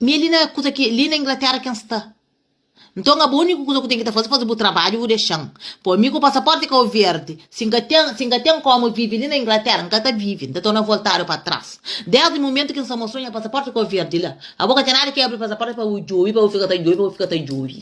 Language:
Kabuverdianu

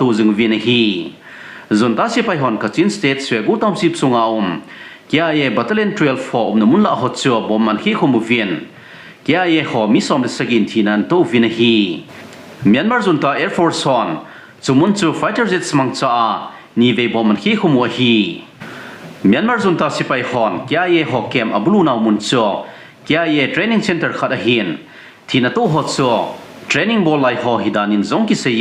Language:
Thado Chin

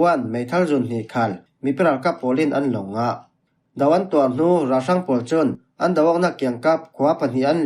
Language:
Falam Chin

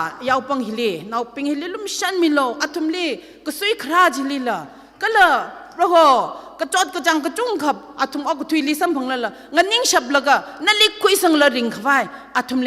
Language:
Tangkhul Naga (India)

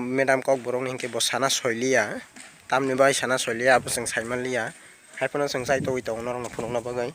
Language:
Kok Borok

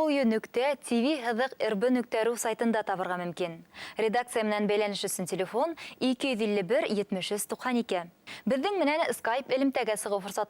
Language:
Bashkir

